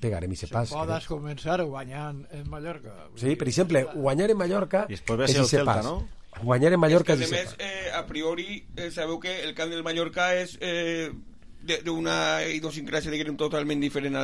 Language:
Catalan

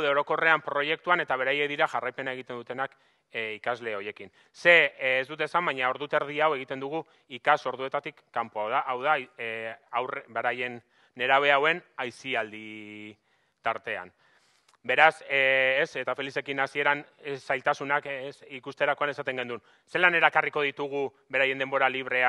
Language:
Basque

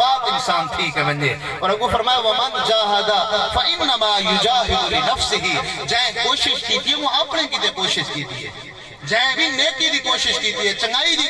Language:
Saraiki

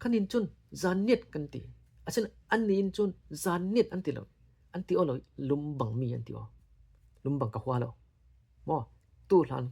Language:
Falam Chin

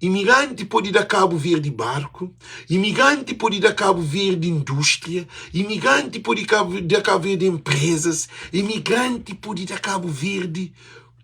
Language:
Kabuverdianu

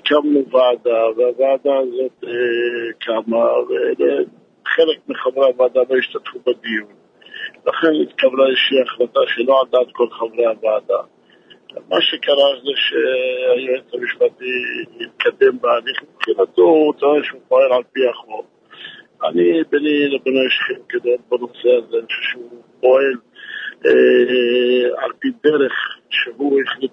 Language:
Hebrew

